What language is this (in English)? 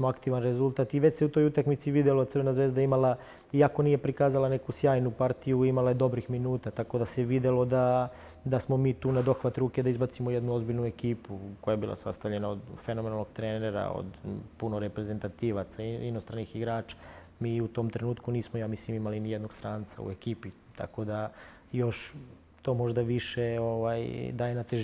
Serbian